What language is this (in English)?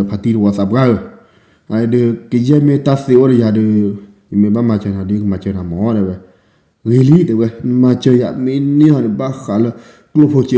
S'gaw Karen